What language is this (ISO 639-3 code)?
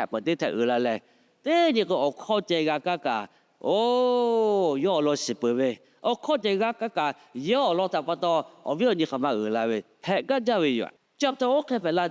lhu